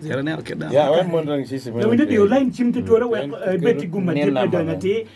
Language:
Acoli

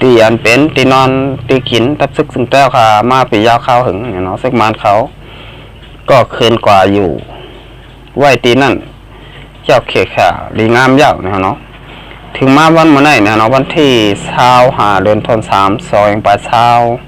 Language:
Shan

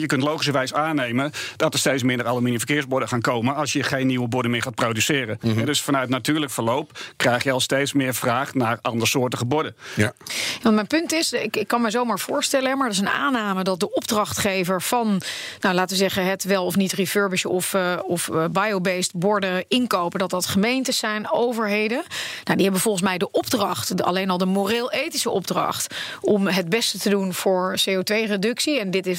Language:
Dutch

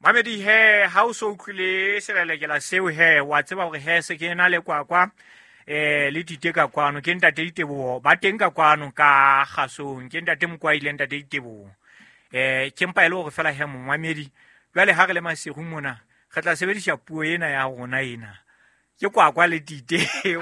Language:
Southern Sotho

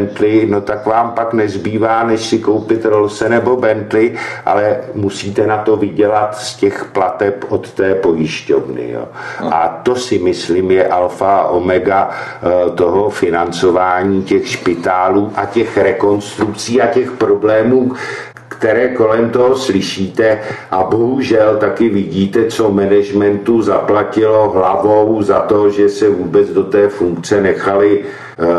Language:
Czech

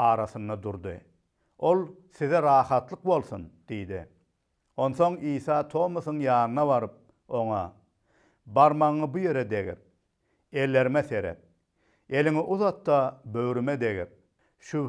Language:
Turkmen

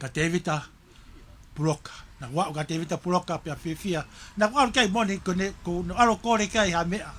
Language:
Tongan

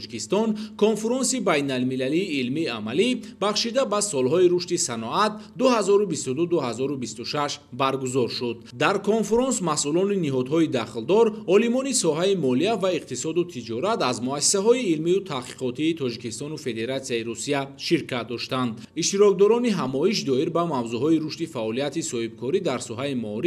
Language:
Tajik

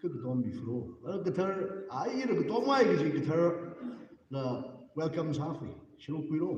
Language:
Tangkhul Naga (India)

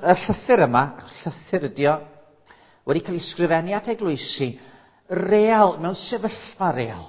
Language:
Welsh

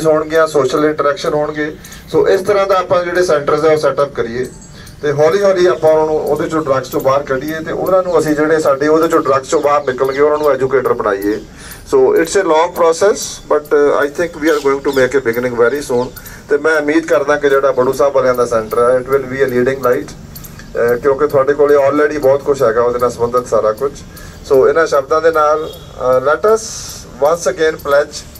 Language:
Punjabi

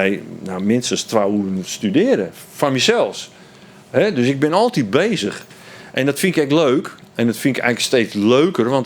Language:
Western Frisian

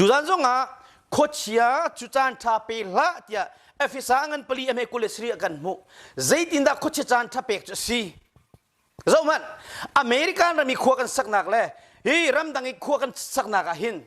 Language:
Hakha Chin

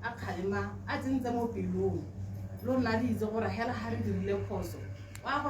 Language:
Tswana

